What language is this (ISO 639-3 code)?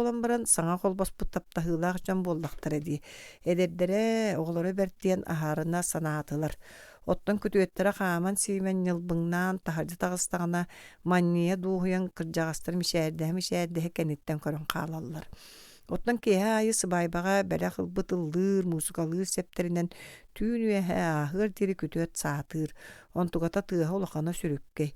sah